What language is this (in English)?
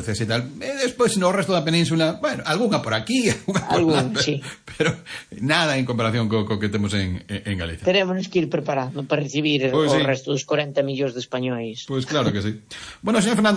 Galician